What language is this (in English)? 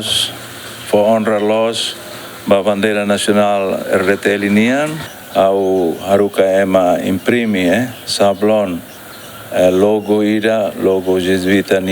Tetum